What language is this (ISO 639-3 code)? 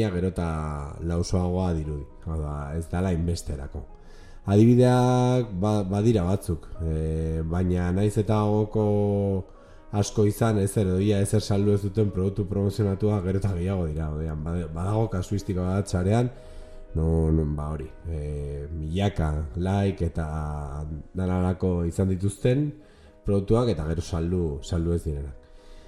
eus